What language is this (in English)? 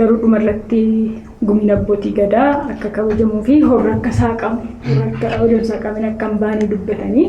Oromo